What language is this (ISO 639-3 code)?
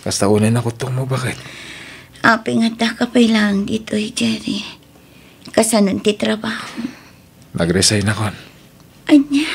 ilo